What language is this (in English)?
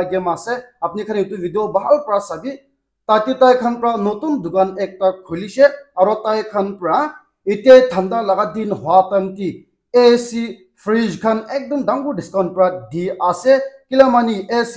Naga Pidgin